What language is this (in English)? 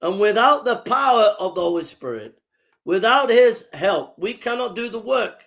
English